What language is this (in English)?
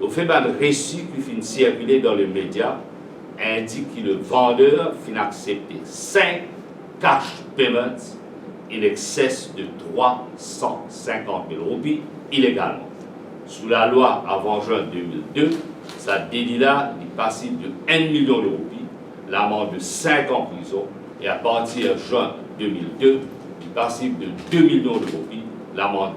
Morisyen